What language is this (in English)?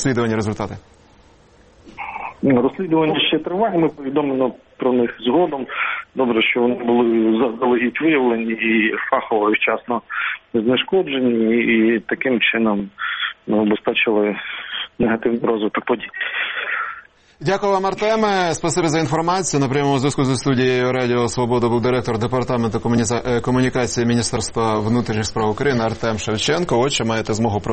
Ukrainian